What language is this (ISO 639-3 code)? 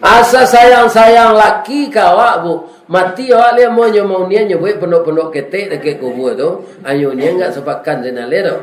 min